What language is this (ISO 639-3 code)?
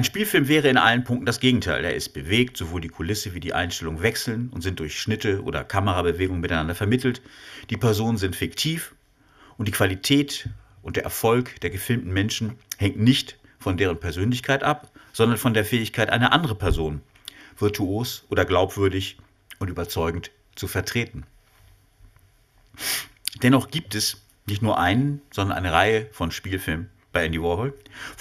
deu